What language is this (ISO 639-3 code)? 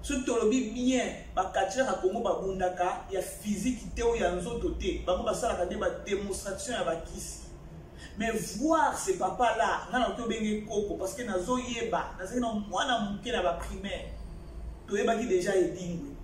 lin